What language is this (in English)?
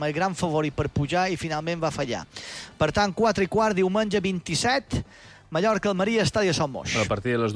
Catalan